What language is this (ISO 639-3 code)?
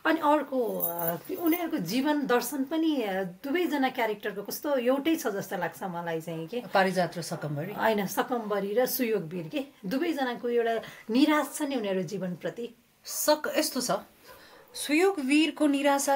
nep